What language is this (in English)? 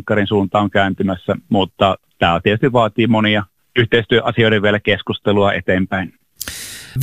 Finnish